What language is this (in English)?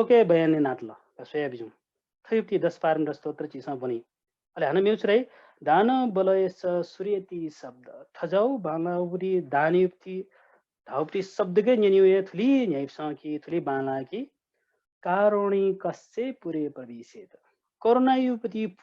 Newari